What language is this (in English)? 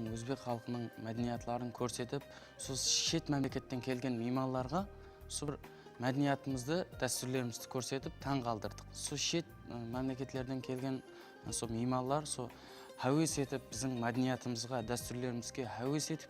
Kara-Kalpak